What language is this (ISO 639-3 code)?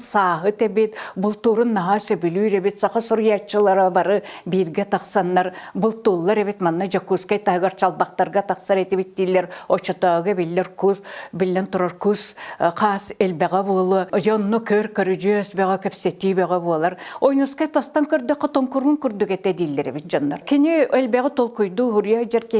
sah